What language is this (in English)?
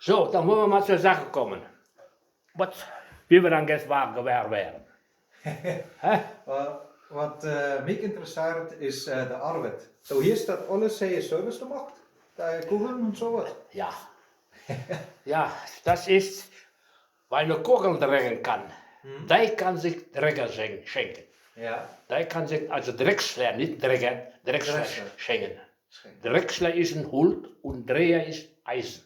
Westphalien